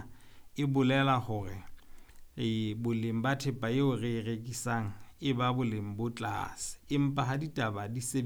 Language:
Southern Sotho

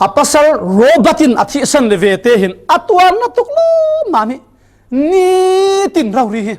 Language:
Falam Chin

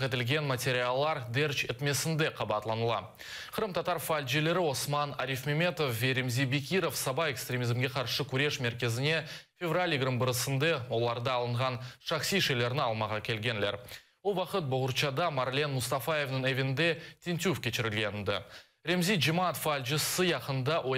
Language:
Crimean Tatar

